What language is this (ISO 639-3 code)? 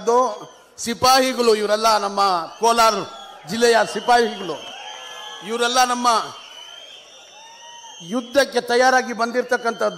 kan